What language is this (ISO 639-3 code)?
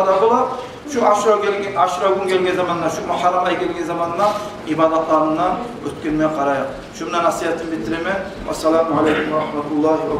kum